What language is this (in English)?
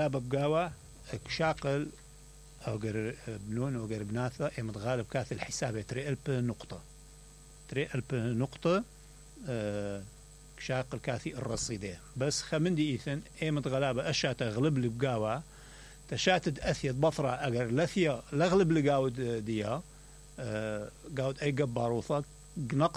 Mesopotamian Arabic